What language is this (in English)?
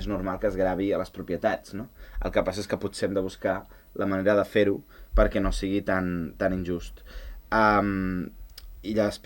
Catalan